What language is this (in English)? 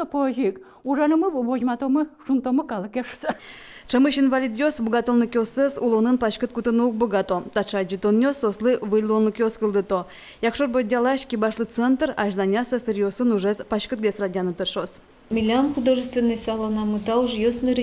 Udmurt